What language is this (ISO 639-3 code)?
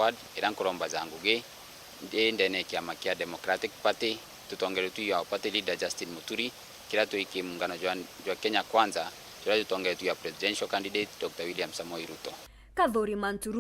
mer